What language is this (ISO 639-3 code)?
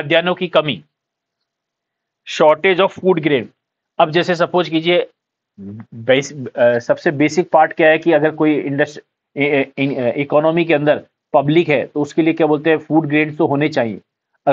hin